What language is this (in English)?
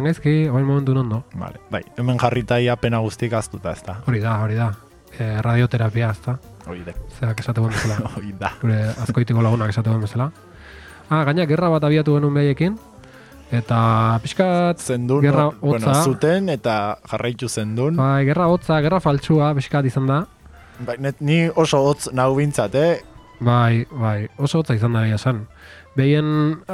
Basque